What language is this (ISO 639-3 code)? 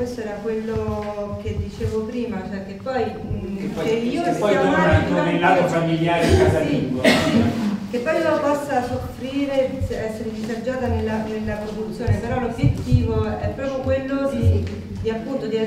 ita